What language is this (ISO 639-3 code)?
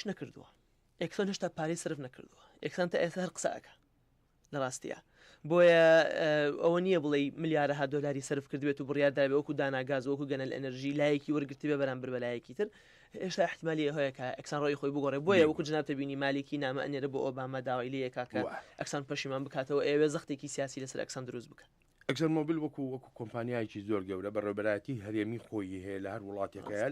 ckb